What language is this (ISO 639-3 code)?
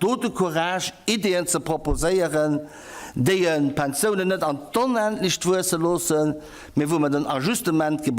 ltz